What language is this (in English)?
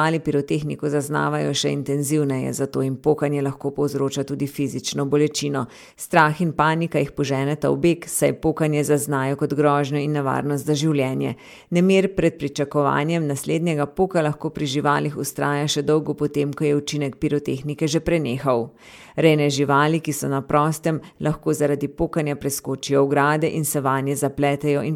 Slovenian